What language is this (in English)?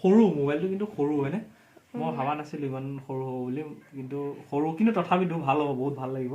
Assamese